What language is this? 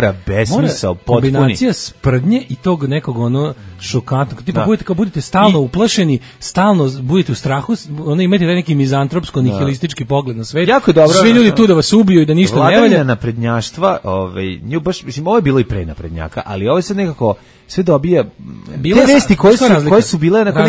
Serbian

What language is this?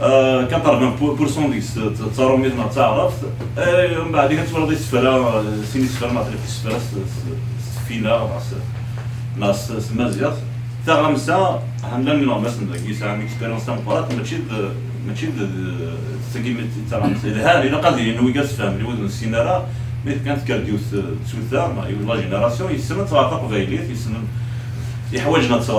Kabyle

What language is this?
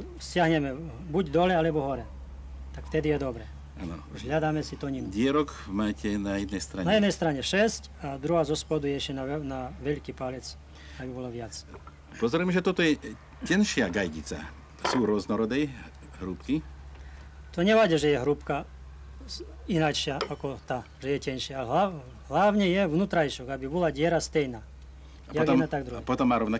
Slovak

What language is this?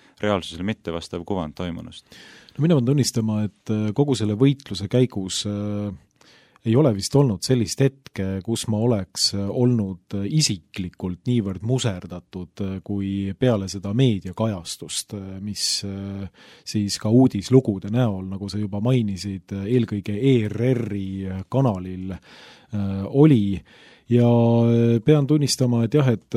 Estonian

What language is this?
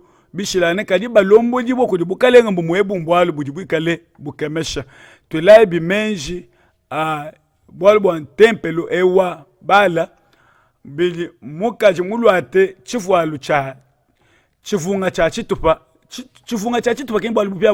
Luba-Lulua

